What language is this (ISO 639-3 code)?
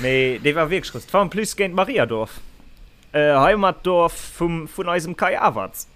ltz